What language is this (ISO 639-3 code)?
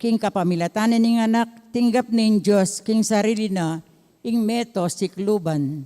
pam